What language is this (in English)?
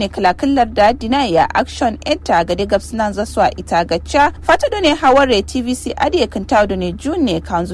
Kanuri